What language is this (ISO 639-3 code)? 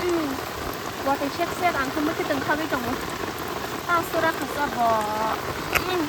trp